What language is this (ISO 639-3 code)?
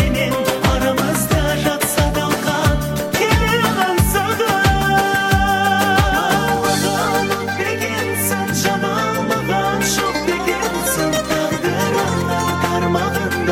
kaz